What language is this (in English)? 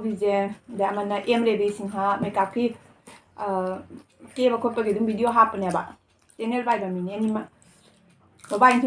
Manipuri